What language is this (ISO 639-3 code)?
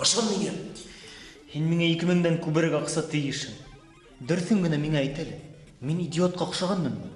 bak